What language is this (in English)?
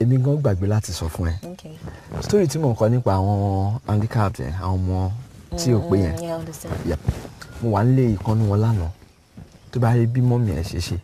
Yoruba